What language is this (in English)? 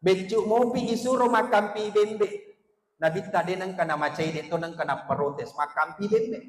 Buginese